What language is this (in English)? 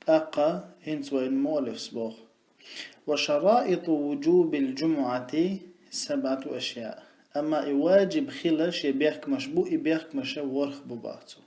Chechen